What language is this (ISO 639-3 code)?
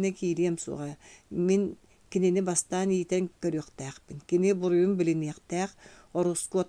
sah